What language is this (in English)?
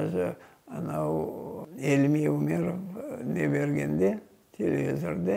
Crimean Tatar